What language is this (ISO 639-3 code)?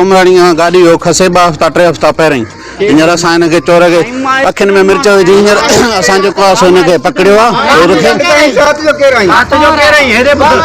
snd